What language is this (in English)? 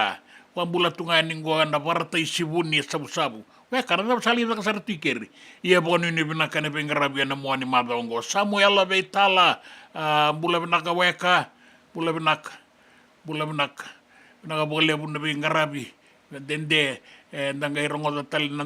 Fijian